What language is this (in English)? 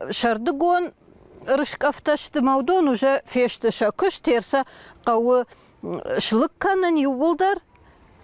Ossetic